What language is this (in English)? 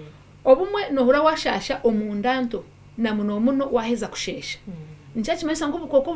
Nyankole